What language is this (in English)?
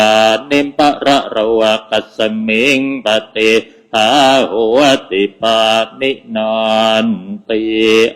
Pali